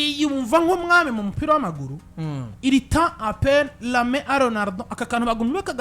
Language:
Rundi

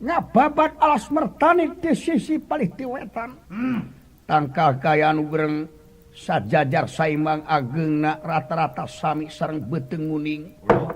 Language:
Sundanese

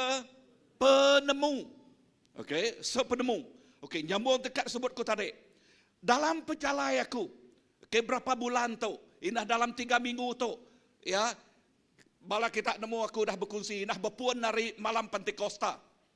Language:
Iban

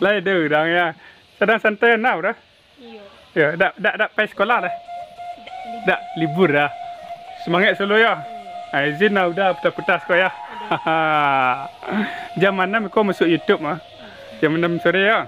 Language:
Minangkabau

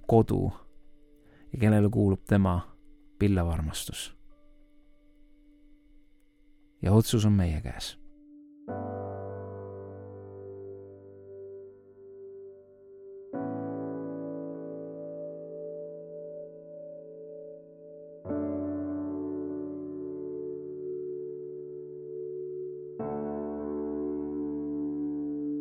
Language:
Estonian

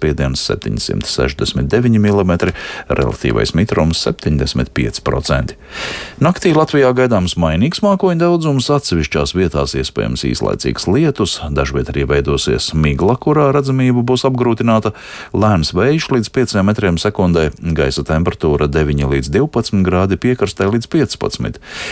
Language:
Latvian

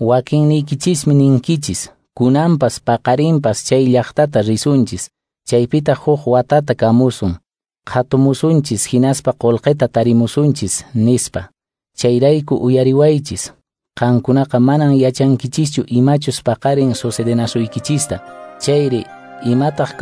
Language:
Quechua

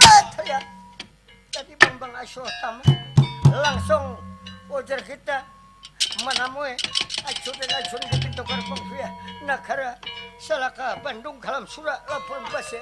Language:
Banjar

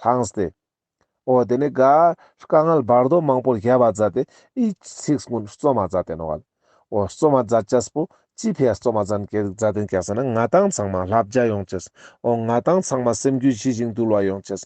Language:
Ladakhi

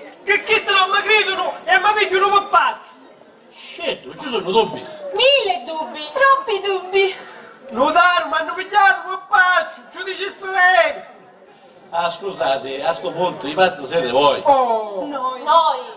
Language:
Sicilian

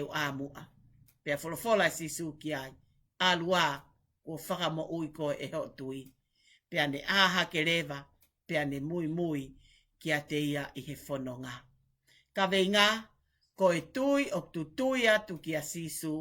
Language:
Tongan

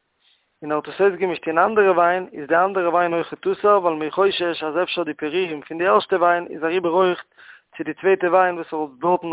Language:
Yiddish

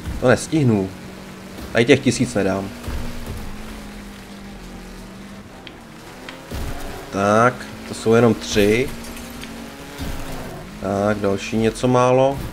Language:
Czech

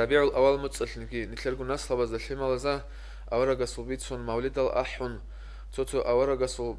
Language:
Avaric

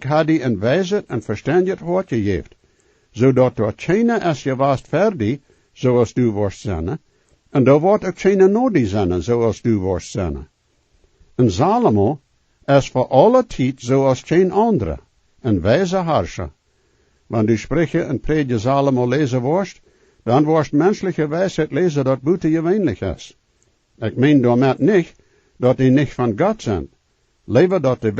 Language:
Plautdietsch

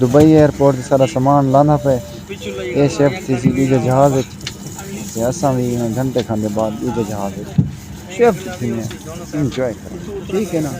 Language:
Saraiki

